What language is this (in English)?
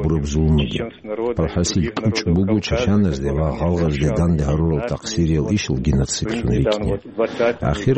Avaric